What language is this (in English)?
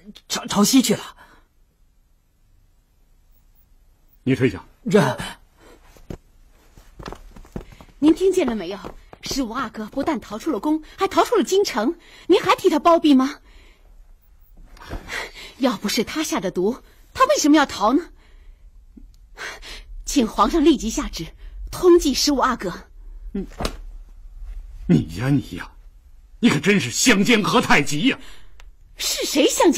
Chinese